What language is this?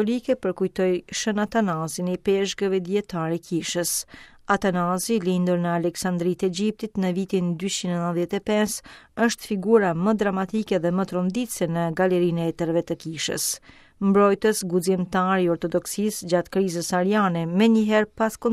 Albanian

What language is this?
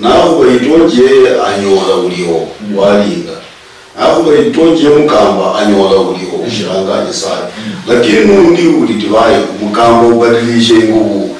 Luyia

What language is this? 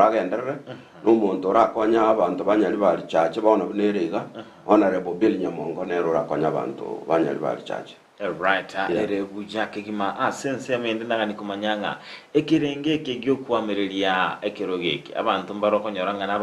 Gusii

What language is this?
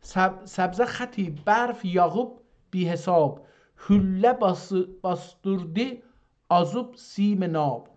South Azerbaijani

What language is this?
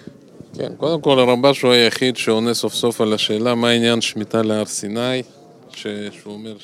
Hebrew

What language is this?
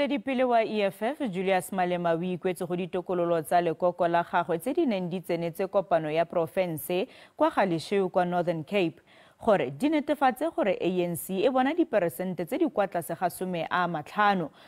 Tswana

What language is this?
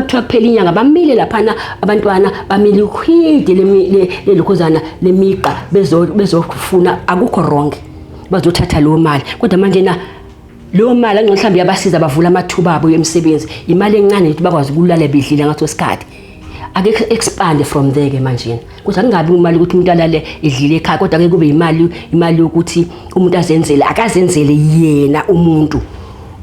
Zulu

